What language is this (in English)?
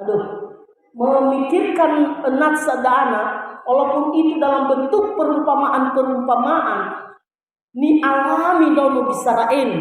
Nias